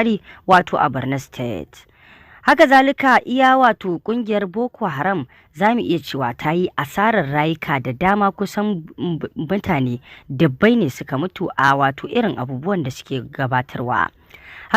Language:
Hausa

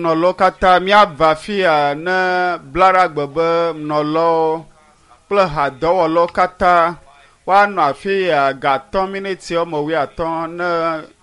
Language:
Ewe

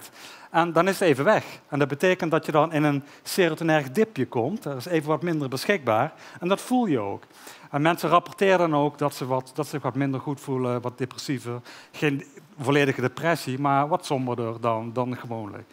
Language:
Dutch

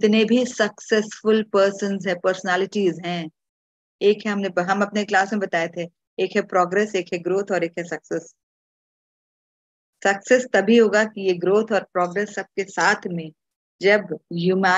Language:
Hindi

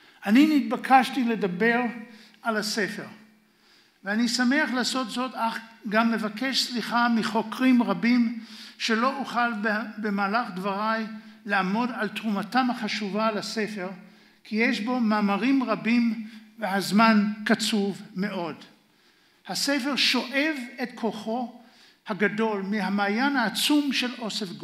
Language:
Hebrew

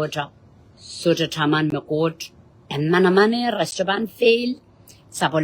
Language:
Pohnpeian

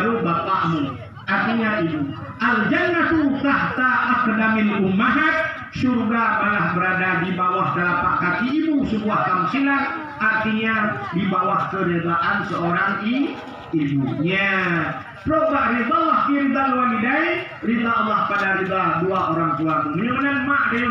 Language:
Achinese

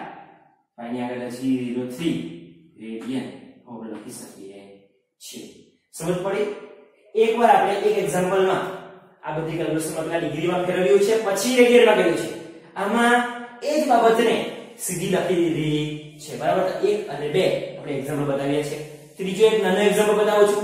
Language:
Gujarati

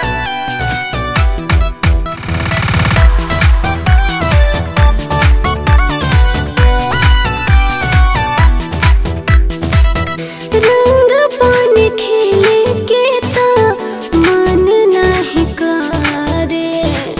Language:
Bhojpuri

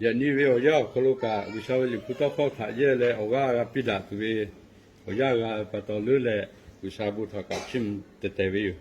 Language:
Lahu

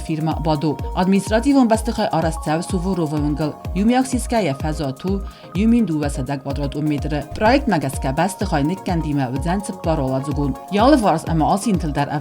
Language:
Ossetic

